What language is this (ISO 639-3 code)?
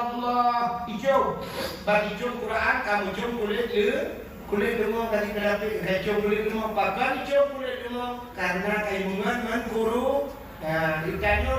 ace